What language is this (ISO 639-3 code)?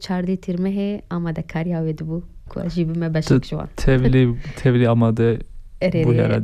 kur